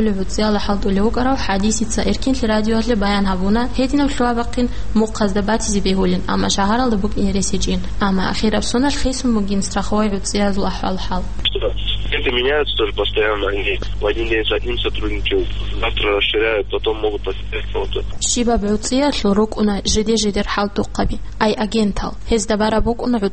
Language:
Avaric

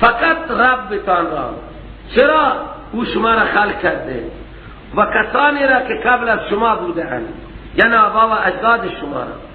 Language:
Persian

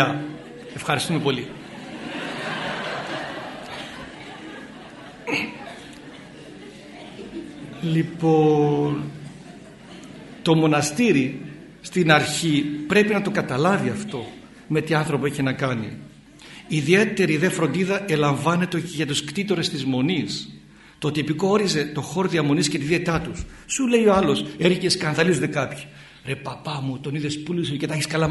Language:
Greek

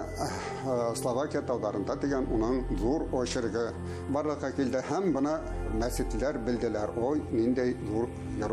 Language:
Bashkir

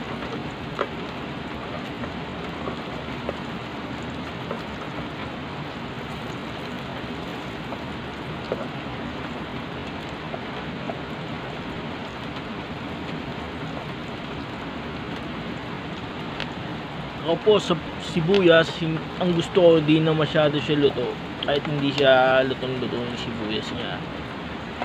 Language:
Filipino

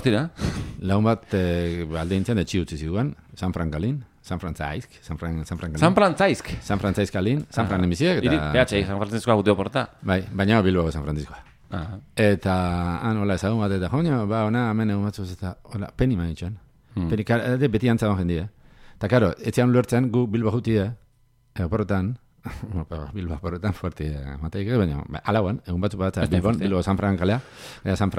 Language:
Basque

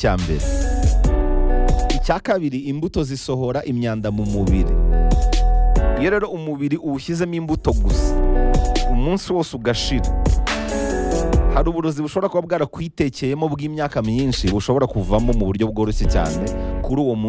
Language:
Kinyarwanda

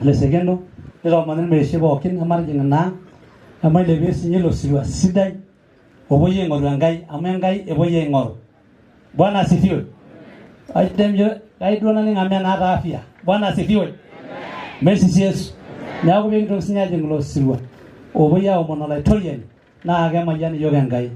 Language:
Masai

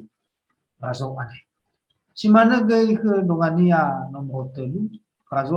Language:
Nias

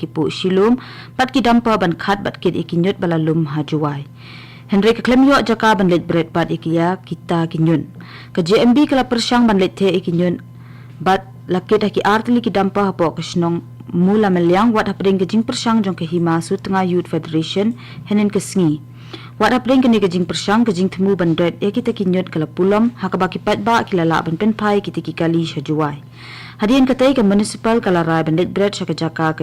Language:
Khasi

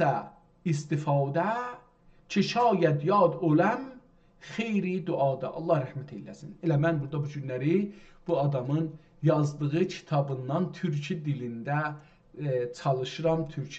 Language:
South Azerbaijani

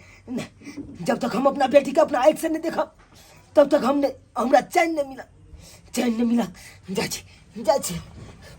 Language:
Maithili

